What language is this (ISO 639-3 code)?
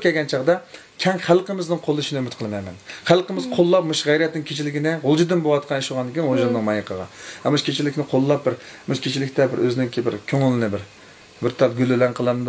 uig